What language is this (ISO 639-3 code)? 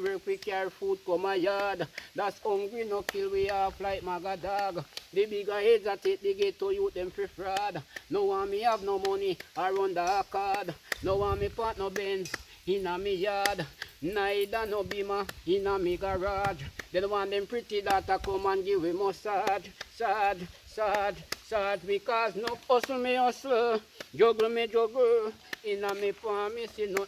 jam